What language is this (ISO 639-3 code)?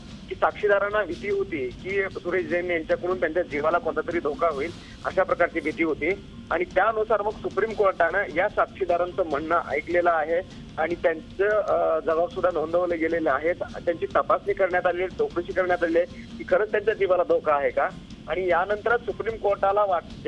mar